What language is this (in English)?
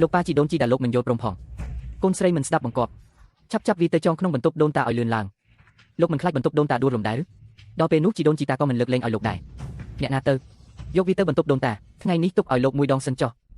Khmer